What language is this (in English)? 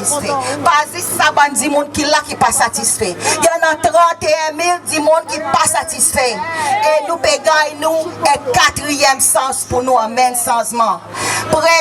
Seselwa Creole French